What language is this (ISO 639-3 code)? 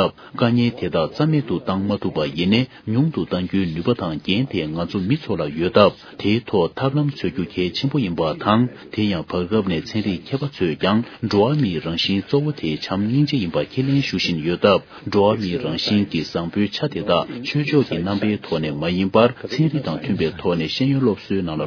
bod